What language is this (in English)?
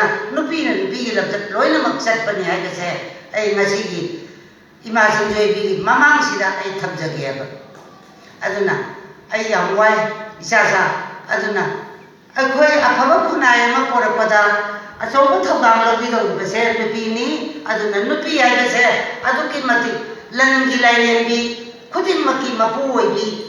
Manipuri